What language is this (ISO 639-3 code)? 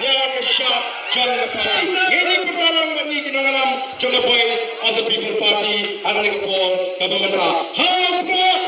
kha